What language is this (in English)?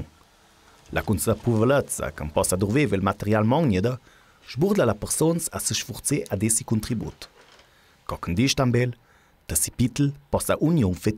Ladin